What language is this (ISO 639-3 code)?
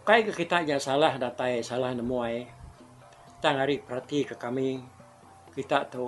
iba